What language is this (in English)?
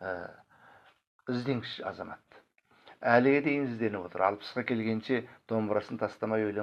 Kazakh